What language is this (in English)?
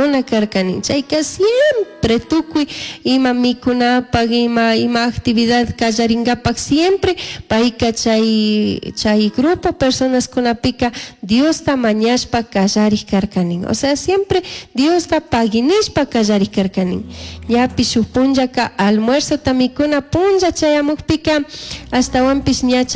Chimborazo Highland Quichua